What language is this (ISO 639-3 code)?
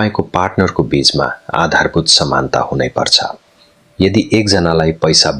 nep